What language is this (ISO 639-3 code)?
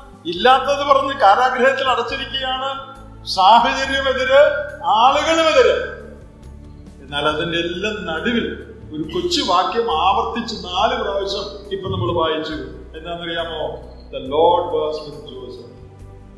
mal